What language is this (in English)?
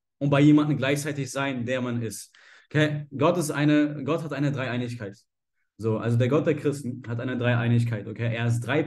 German